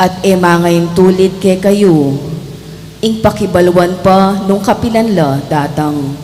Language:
Pampanga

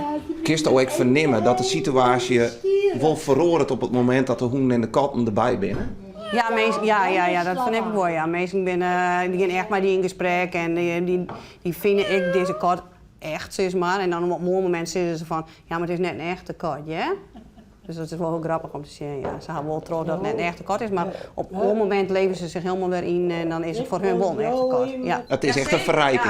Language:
Western Frisian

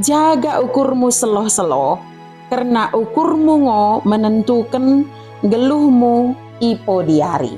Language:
Batak Dairi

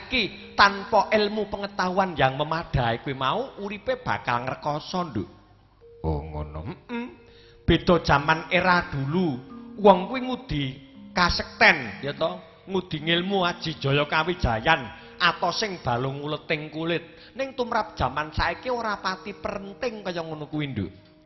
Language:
Javanese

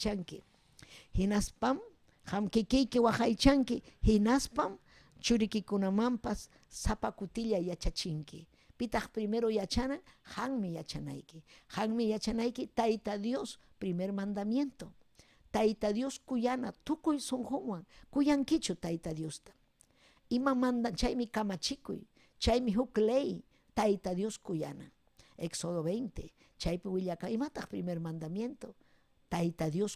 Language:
Ayacucho Quechua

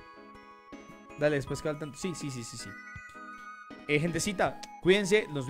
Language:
Spanish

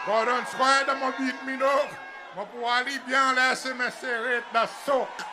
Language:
Seselwa Creole French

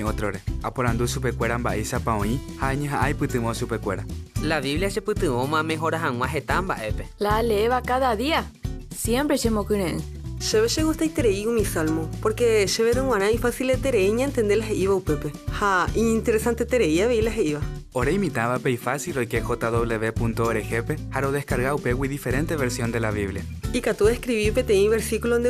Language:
Guarani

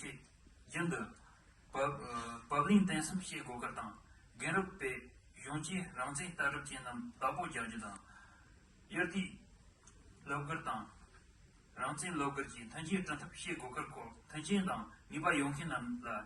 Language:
Tibetan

